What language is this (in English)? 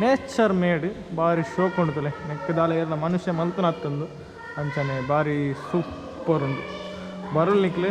Tulu